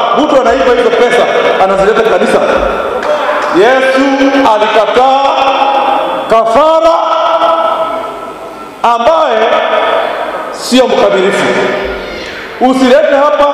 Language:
Swahili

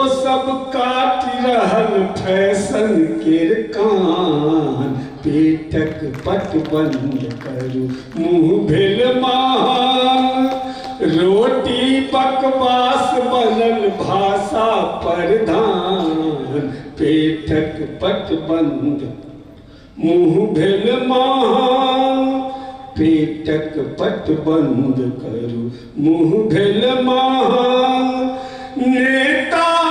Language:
Maithili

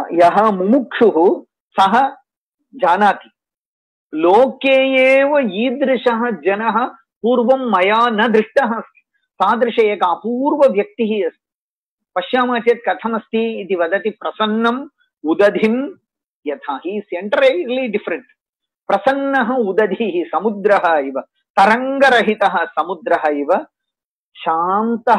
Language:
Sanskrit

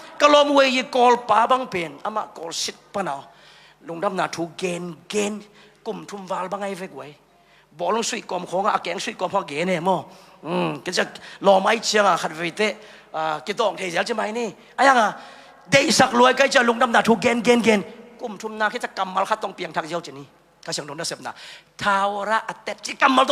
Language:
Tedim Chin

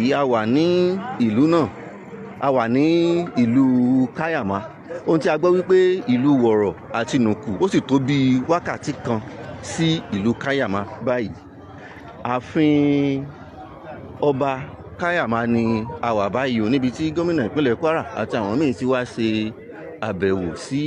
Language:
Yoruba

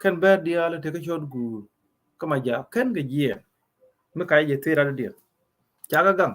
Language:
Nuer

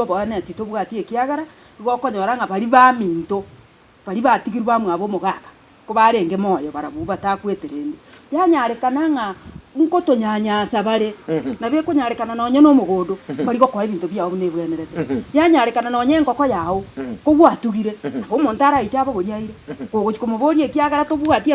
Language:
Gusii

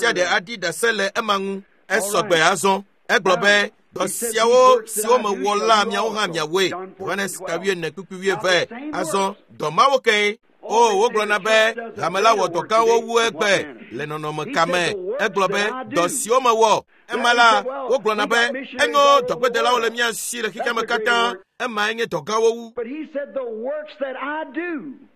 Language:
Ewe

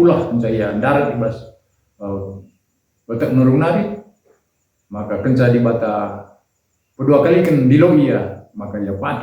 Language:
Batak Karo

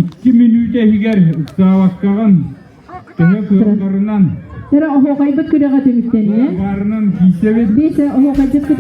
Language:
Yakut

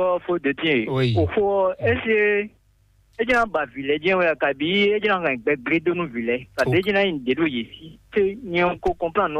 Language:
Fon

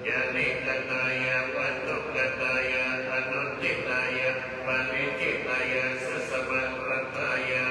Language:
Pali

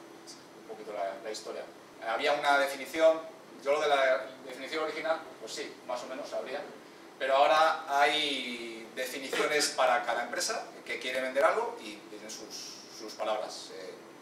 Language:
Spanish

